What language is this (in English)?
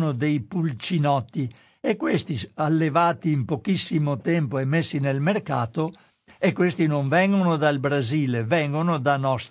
Italian